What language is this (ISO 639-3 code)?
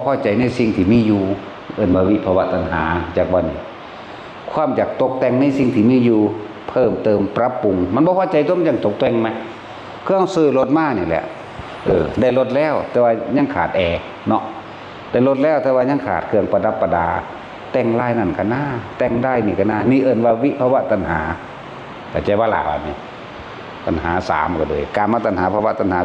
tts